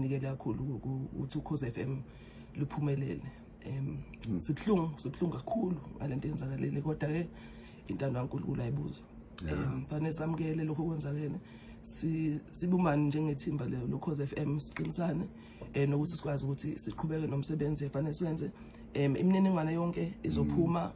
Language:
Zulu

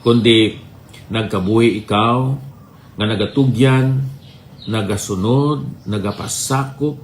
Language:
Hiligaynon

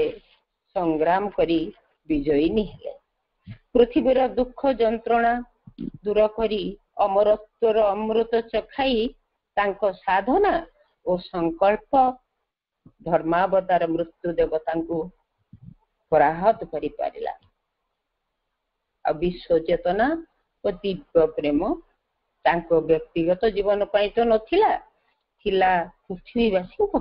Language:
Odia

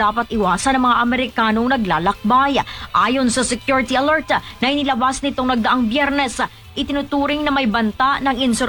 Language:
Filipino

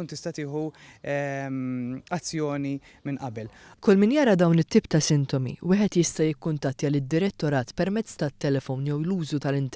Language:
Maltese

